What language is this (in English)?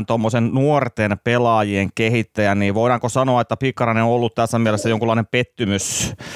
Finnish